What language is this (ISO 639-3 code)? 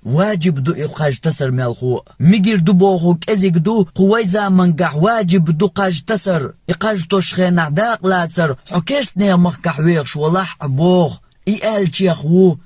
che